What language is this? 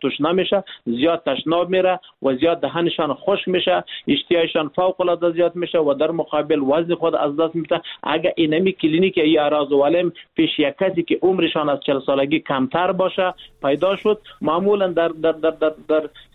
Persian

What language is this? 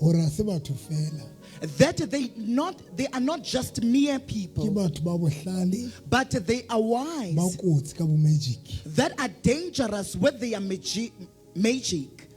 Southern Sotho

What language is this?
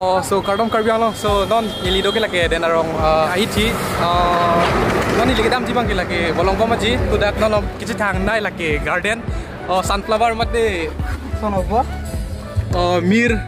Karbi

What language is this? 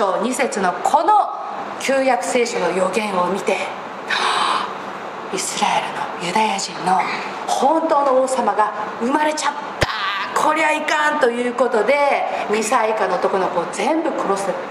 Japanese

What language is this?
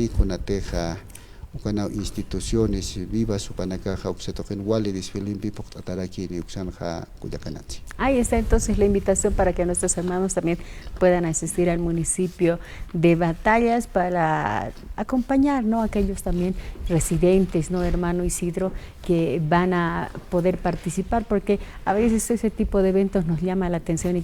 Aymara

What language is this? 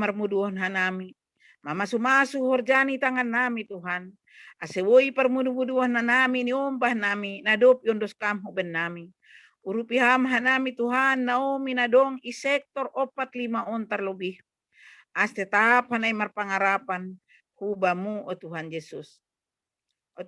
Batak Simalungun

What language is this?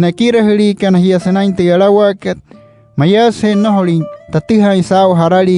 Wayuu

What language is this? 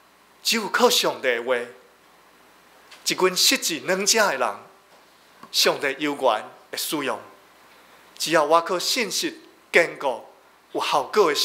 Min Nan Chinese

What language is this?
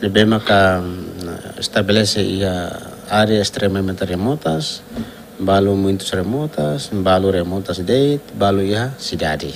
Tetum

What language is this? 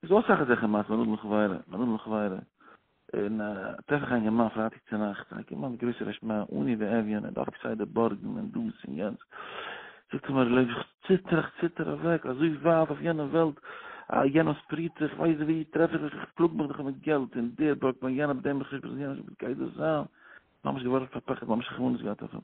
Yiddish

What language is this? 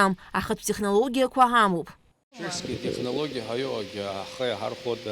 Abkhazian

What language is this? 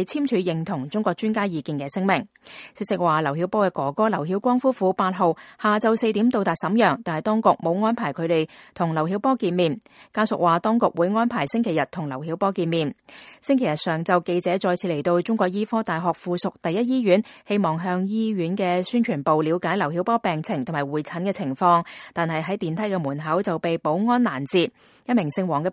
Cantonese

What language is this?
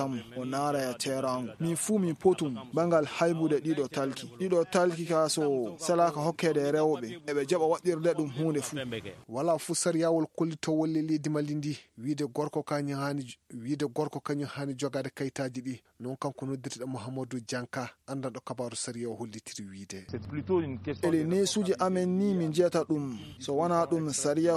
Fula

